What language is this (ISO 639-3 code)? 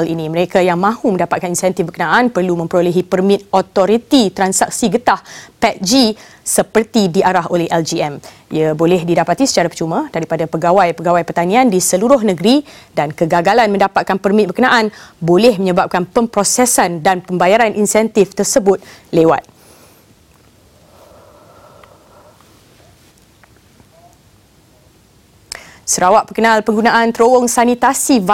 msa